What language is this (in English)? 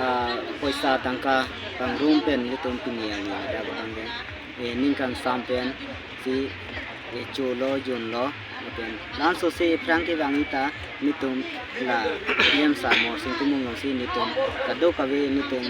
Karbi